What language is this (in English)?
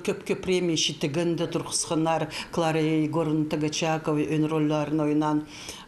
Khakas